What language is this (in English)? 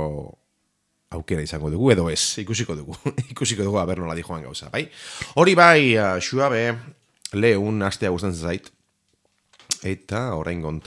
Basque